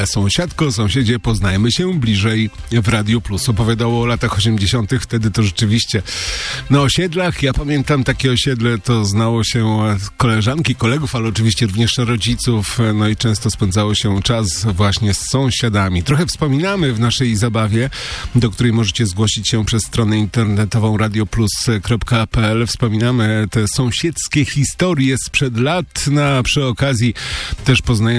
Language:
Polish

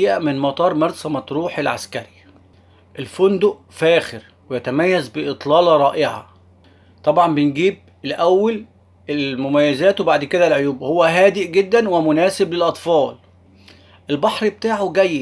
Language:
Egyptian Arabic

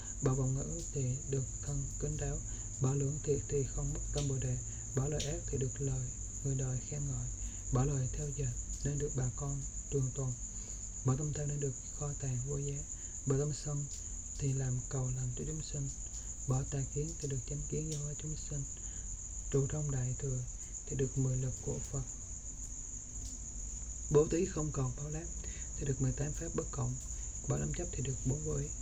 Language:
Vietnamese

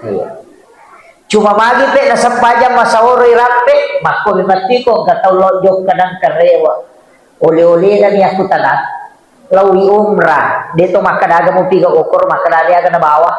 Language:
Buginese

